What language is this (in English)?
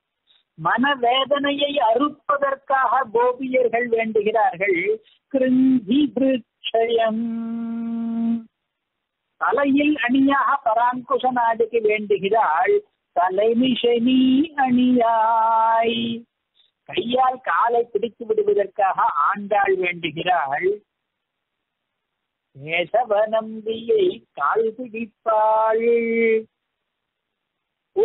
Tamil